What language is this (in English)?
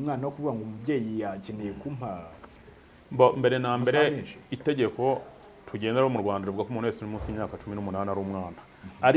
Kinyarwanda